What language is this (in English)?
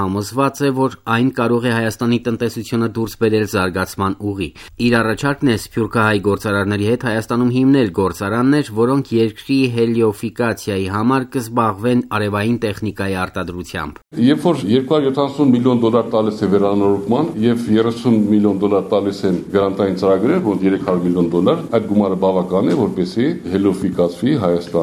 Armenian